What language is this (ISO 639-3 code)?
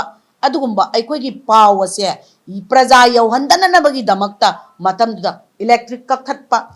mni